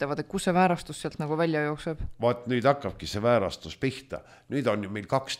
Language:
Estonian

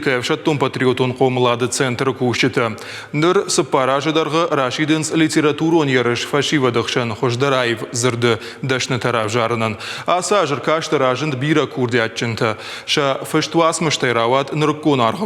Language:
Ossetic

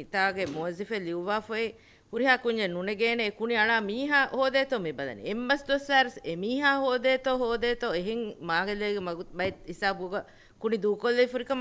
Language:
Divehi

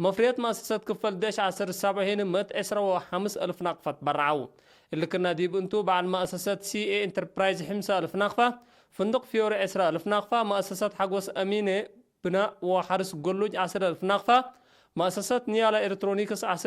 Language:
Tigre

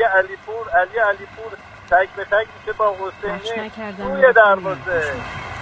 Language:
Persian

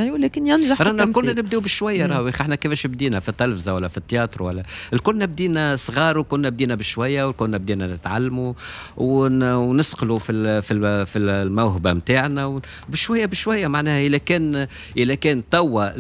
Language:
Tunisian Arabic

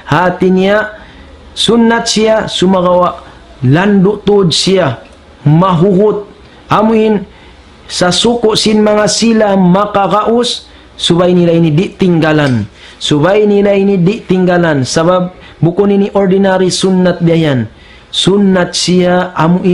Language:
Tausug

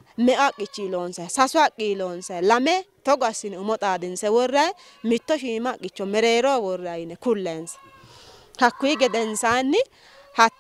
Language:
Sidamo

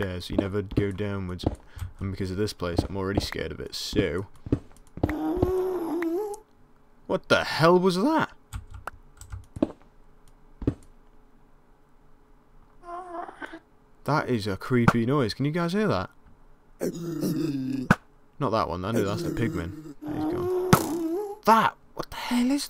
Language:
English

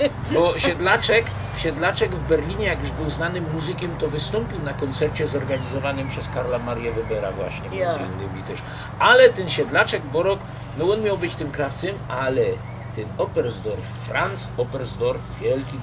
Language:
Silesian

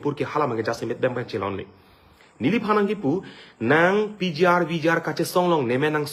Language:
Karbi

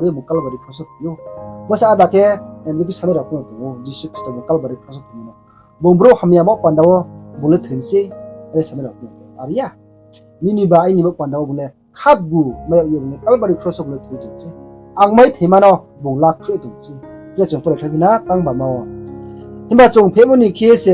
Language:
Riang (India)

